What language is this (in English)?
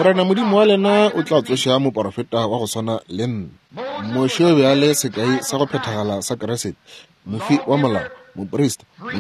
Northern Sotho